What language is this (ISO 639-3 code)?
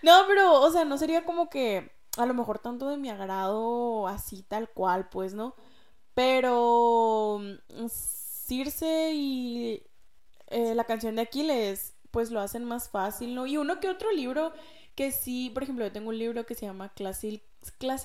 spa